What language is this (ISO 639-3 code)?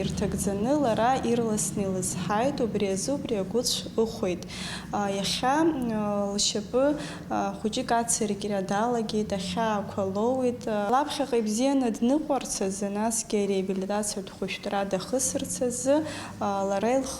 abk